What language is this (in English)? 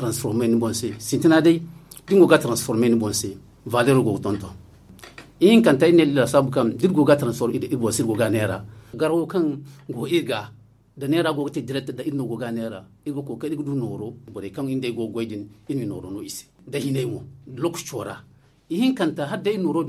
Zarma